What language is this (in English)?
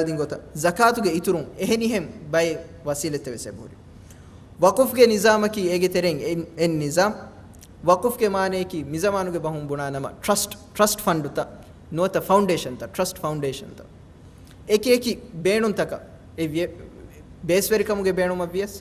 Divehi